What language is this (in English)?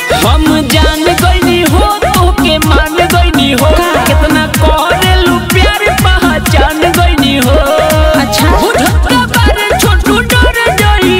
Bhojpuri